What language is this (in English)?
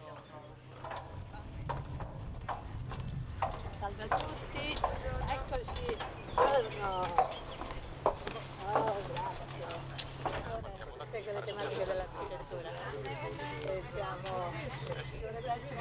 Italian